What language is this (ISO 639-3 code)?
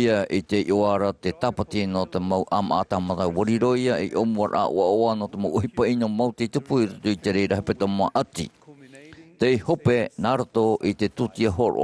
tah